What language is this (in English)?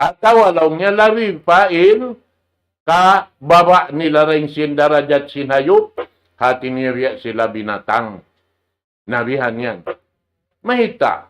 Tausug